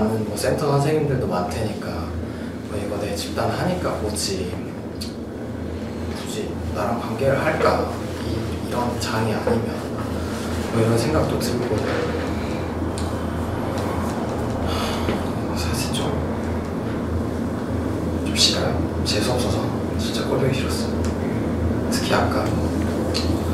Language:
Korean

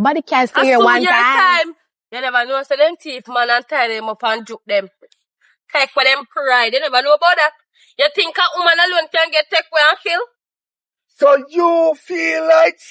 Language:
Jamaican Creole English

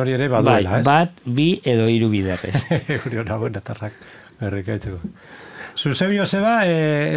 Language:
Basque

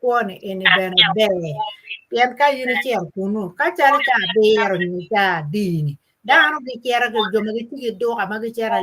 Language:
Acoli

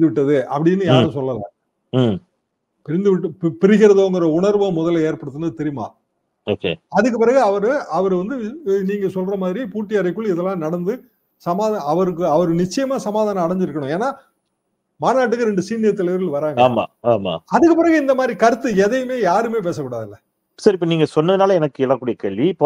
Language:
Tamil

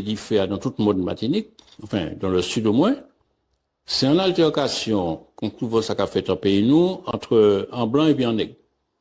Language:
Guadeloupean Creole French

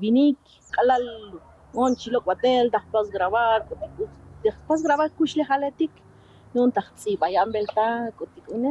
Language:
Tzotzil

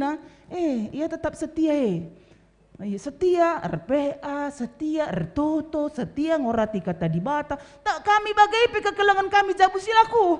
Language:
Batak Karo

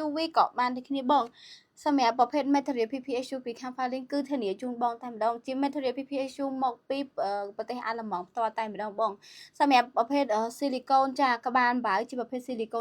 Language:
Khmer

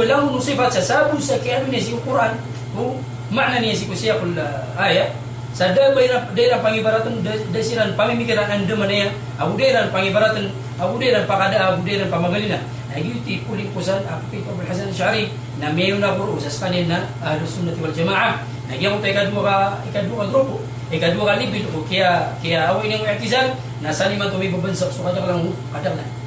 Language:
Maranao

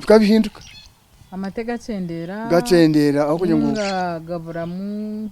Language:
Nyankole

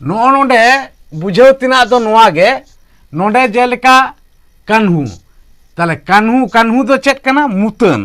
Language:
Santali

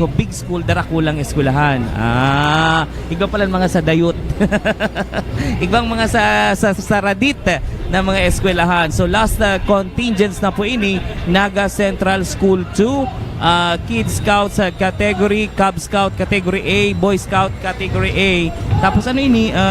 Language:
Bikol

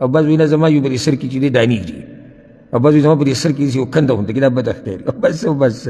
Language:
Pashto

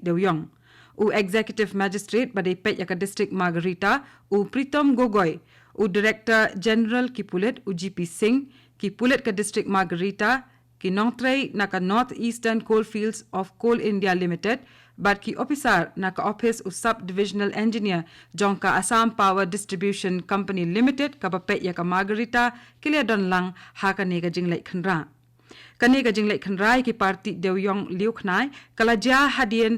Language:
Khasi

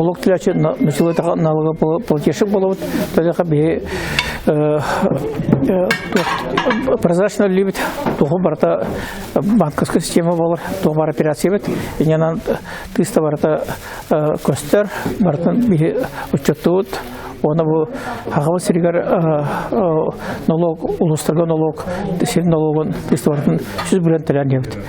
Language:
Yakut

